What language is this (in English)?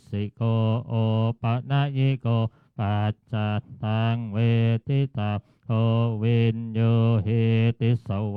Pali